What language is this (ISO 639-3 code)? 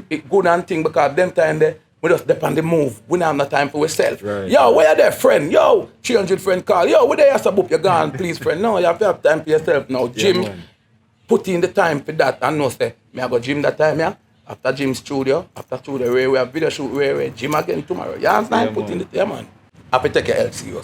jam